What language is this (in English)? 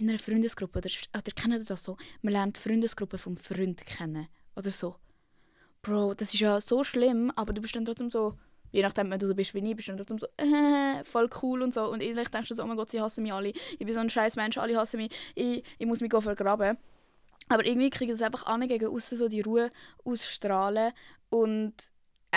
Swiss German